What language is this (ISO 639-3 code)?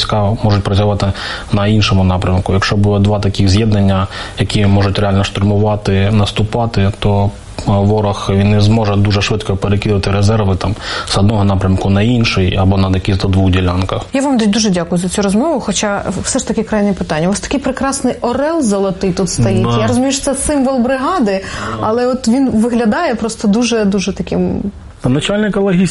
ukr